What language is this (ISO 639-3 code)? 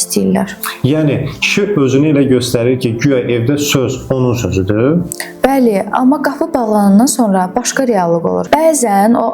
aze